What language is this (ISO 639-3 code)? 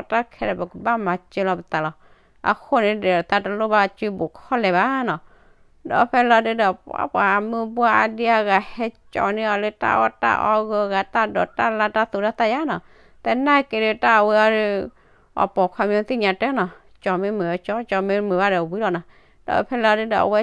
ksw